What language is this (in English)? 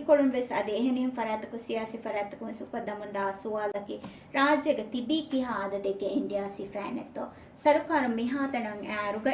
Divehi